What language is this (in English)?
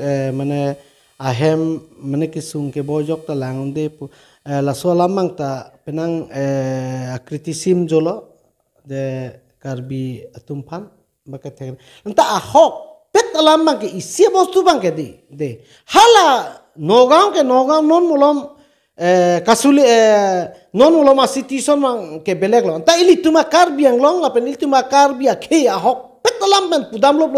Karbi